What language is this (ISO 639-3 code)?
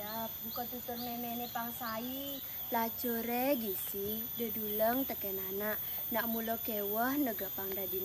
ban